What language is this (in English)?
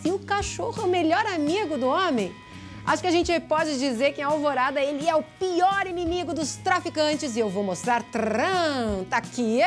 Portuguese